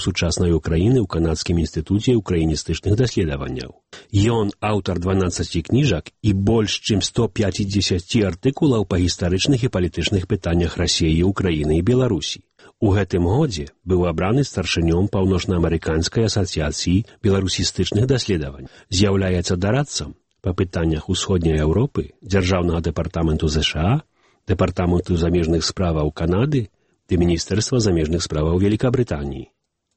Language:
Belarusian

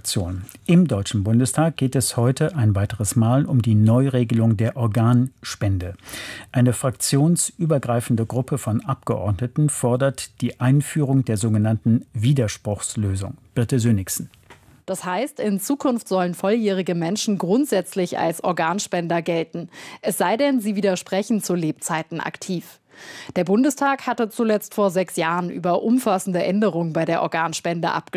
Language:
German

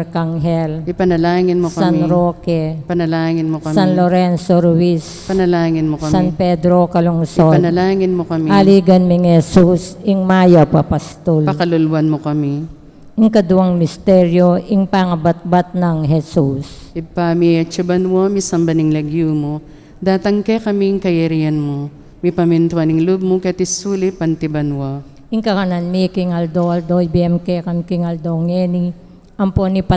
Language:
Pampanga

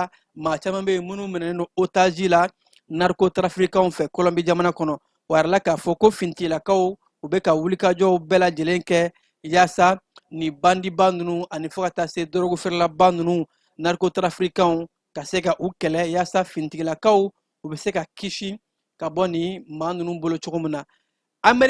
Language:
Bambara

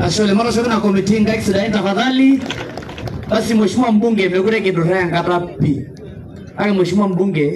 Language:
Masai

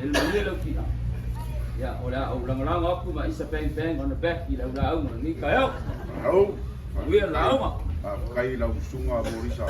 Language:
Samoan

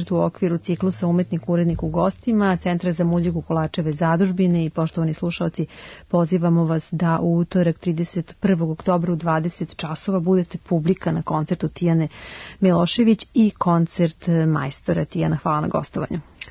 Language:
Serbian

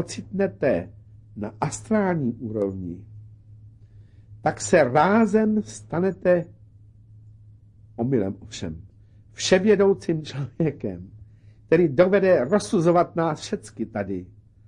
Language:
Czech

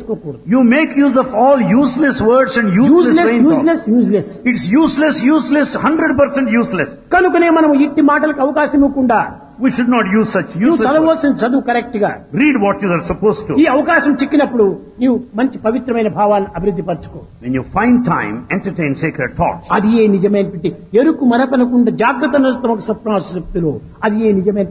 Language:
Telugu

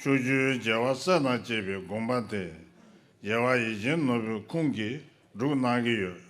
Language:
Tibetan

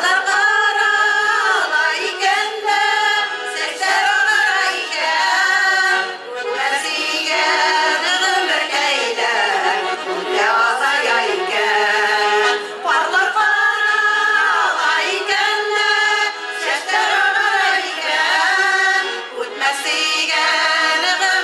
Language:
Bashkir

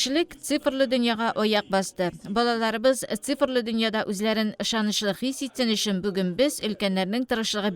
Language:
Tatar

